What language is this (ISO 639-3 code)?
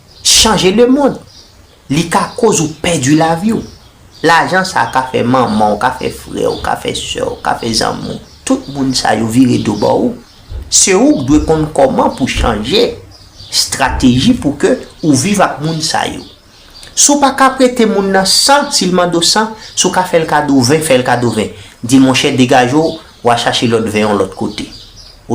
hat